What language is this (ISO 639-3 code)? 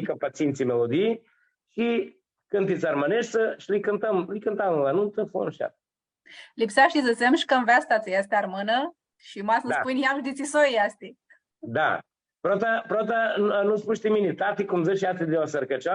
rup